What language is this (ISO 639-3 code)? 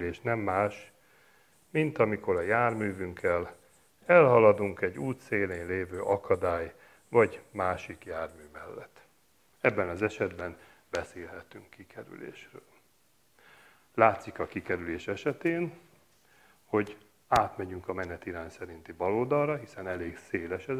hun